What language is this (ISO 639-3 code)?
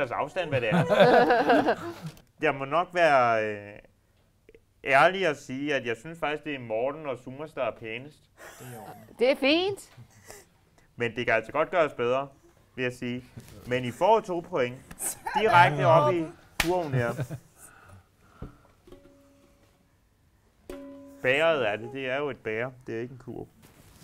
dan